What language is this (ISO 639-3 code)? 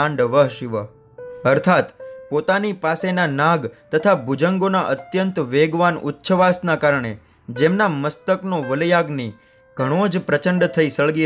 guj